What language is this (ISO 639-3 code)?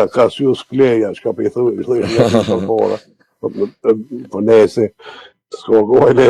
sqi